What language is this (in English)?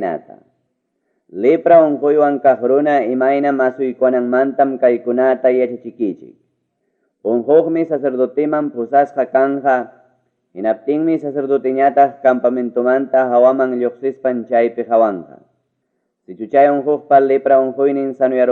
Ayacucho Quechua